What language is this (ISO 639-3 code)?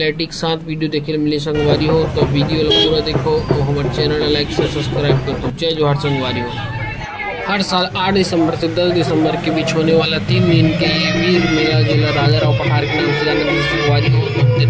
hne